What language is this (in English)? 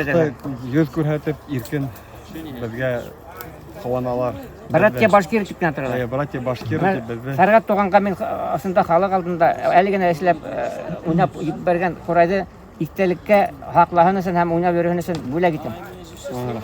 Bashkir